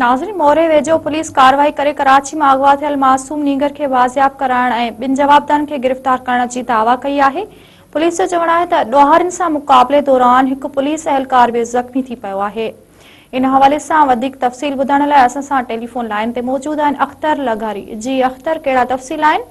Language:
Sindhi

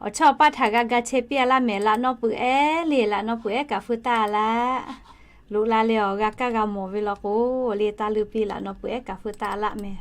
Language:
Lahu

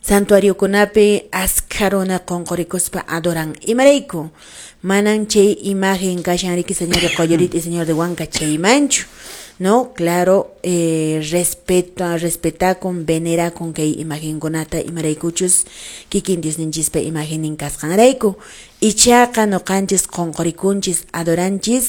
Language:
Quechua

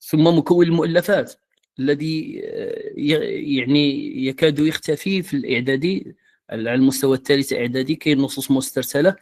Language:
Moroccan Arabic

